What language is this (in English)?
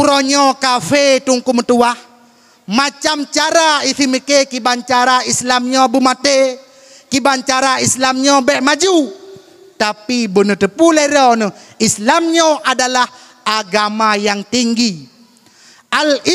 Achinese